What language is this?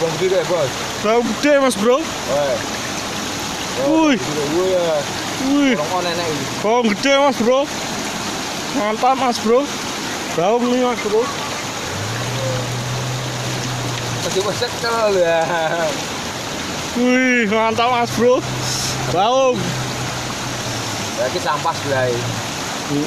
Indonesian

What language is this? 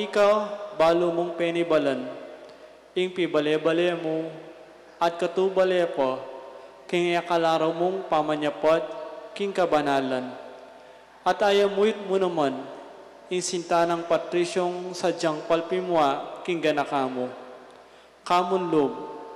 Pampanga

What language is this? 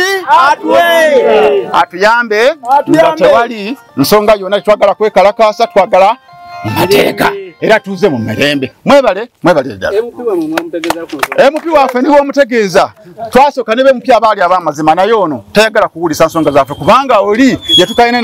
Ganda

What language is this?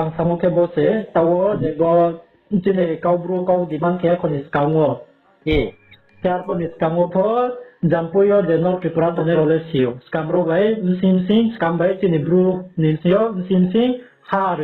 Riang (India)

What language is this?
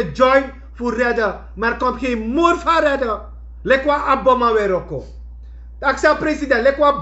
Sranan Tongo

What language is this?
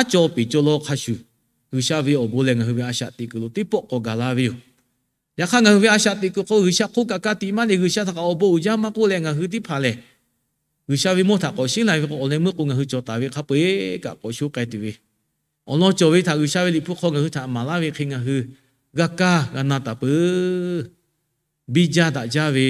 Lahu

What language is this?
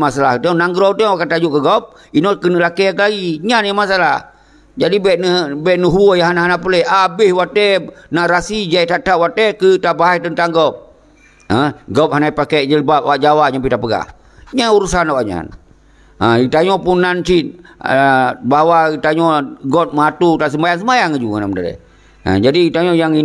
Achinese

